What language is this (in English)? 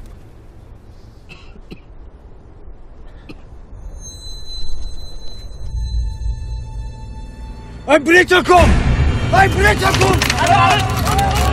Estonian